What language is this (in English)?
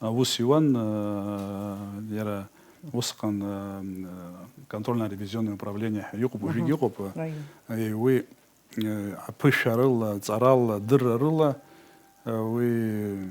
Abkhazian